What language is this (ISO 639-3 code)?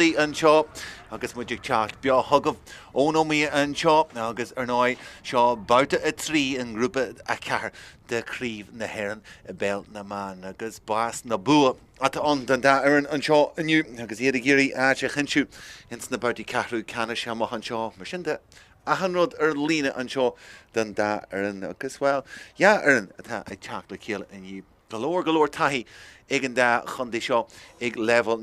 gle